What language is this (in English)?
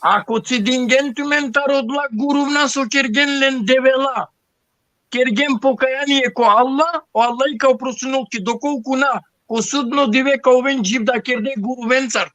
Balkan Romani